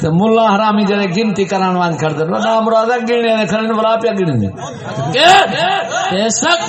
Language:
Saraiki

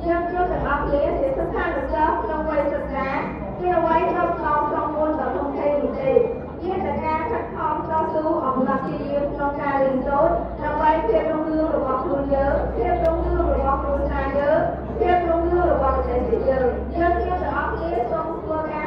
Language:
Khmer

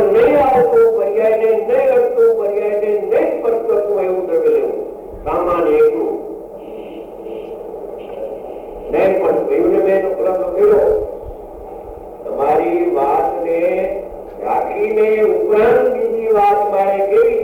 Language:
Gujarati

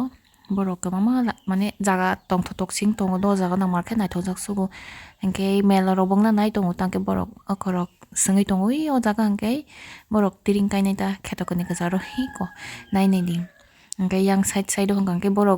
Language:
Kok Borok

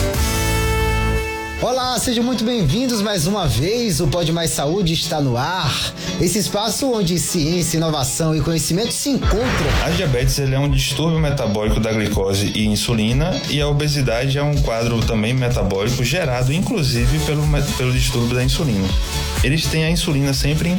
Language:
Portuguese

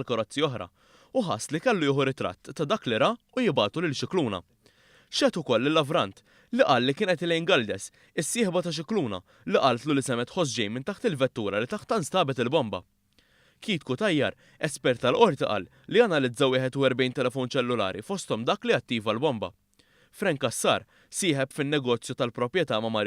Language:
Maltese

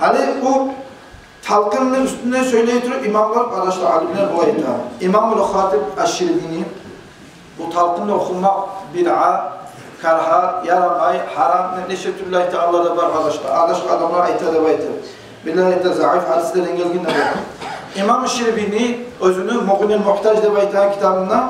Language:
Kumyk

